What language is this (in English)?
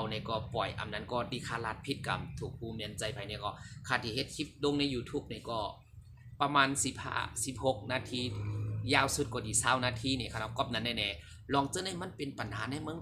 Shan